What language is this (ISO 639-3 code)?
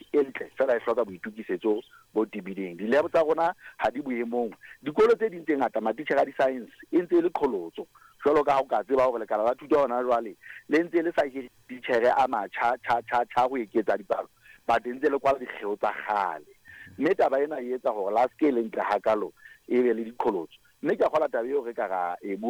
sot